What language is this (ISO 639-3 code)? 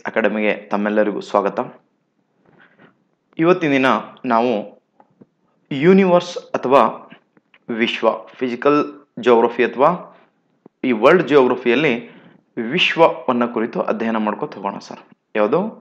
kan